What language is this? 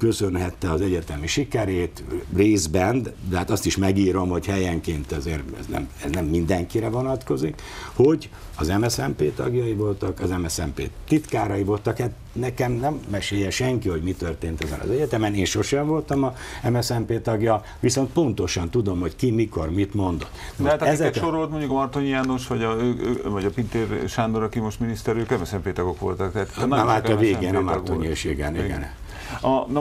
Hungarian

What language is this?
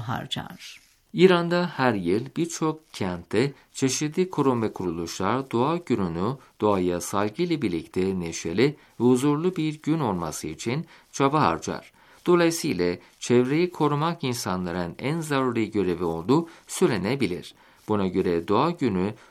Turkish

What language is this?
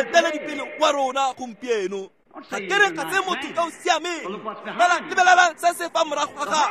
Tswana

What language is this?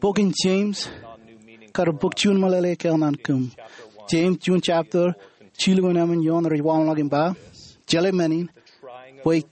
Marshallese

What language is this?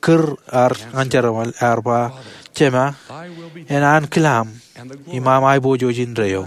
Marshallese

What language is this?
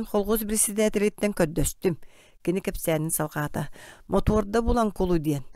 Yakut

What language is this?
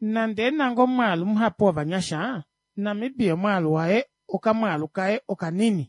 Kuanyama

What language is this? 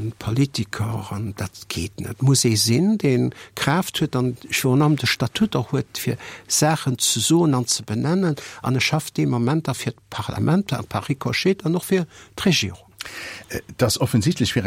Luxembourgish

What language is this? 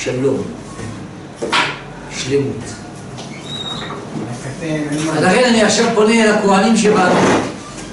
Hebrew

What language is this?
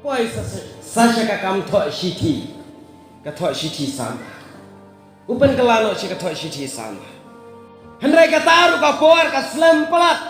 Khasi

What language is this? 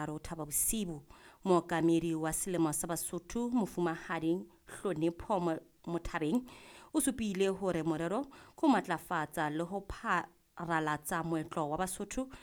Southern Sotho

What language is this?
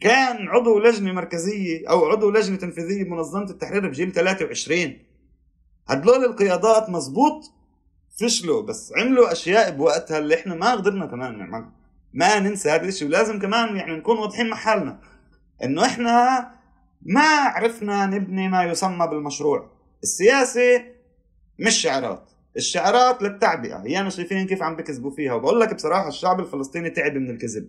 North Levantine Arabic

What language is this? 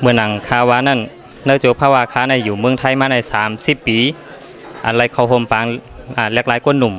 Shan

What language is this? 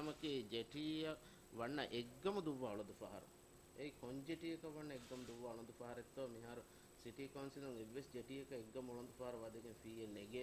Divehi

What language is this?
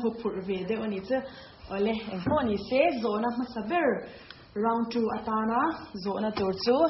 Mizo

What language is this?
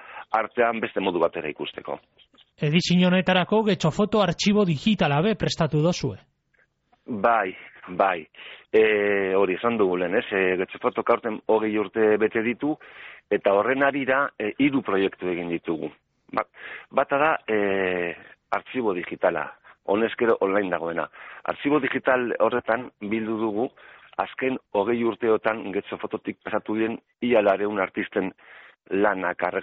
Basque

